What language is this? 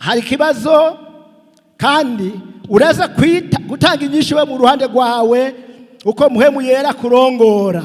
Rundi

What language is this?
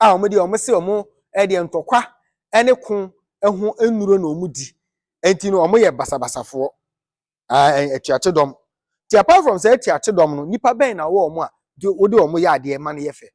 Akan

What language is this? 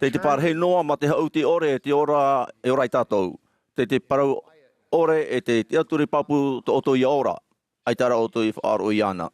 Tahitian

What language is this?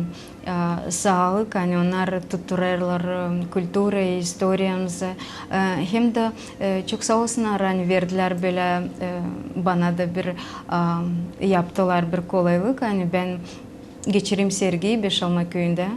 Gagauz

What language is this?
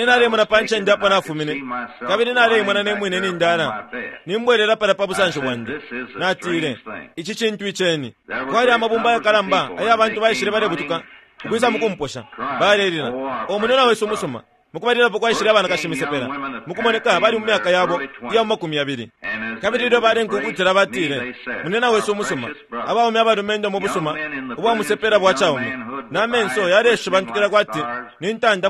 Bemba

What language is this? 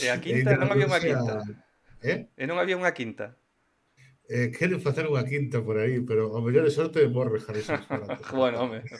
Galician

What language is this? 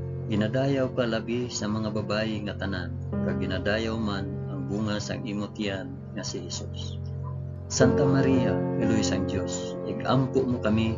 Hiligaynon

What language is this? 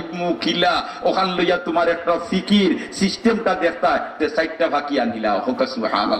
Sylheti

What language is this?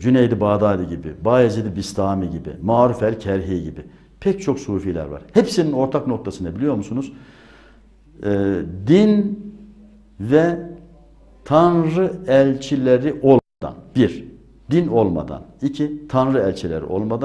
Turkish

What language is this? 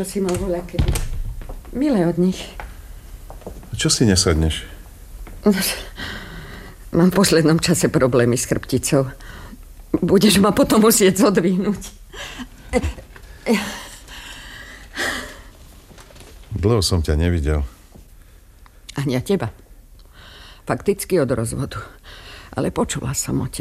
Slovak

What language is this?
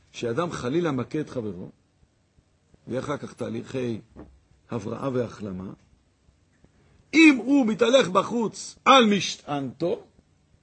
Hebrew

